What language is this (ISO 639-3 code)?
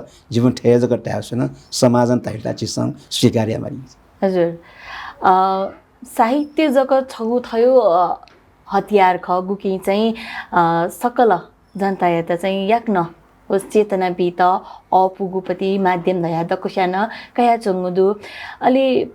new